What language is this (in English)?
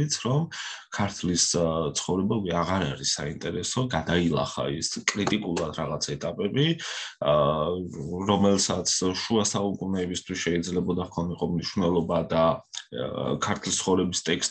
Georgian